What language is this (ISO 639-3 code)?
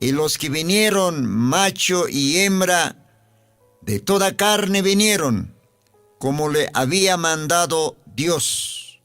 aym